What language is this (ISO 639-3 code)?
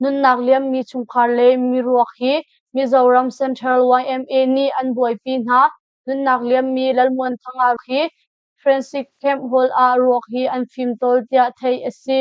cnh